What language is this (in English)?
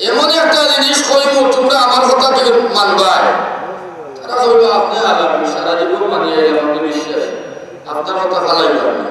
Sylheti